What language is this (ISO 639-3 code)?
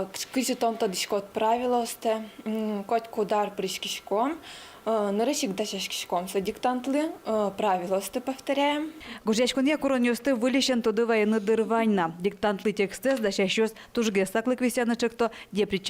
udm